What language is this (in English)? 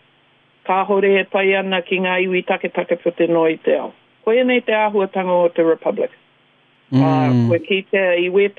Māori